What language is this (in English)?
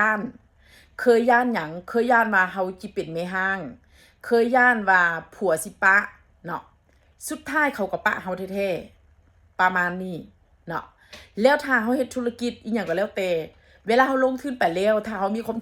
Northeastern Thai